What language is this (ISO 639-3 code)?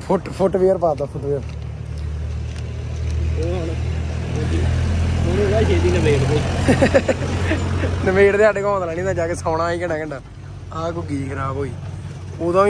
pan